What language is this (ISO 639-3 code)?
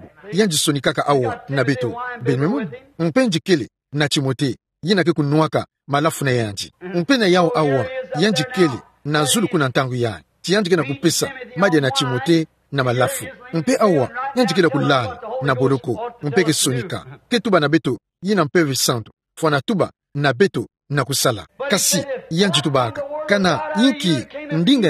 ktu